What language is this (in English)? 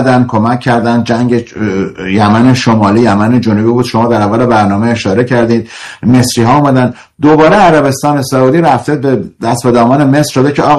Persian